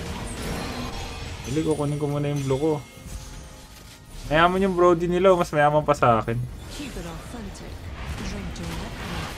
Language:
Filipino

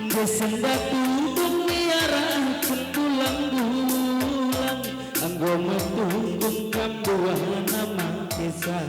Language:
Batak Karo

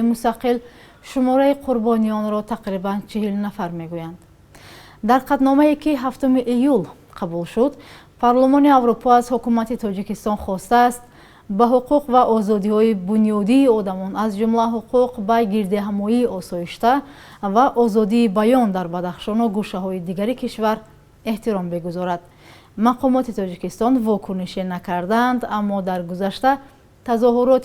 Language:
Tajik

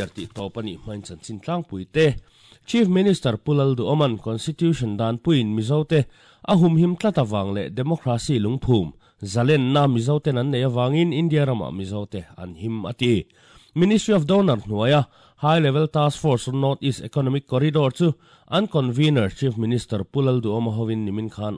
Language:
Mizo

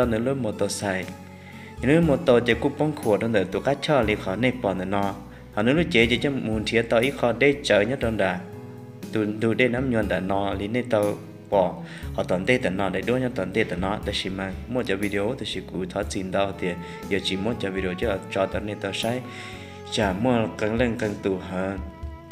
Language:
Vietnamese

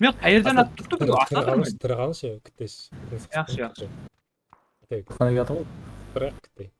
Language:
Kara-Kalpak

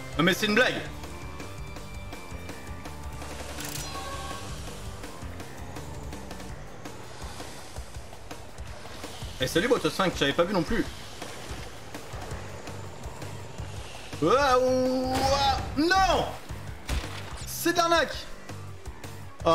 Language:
French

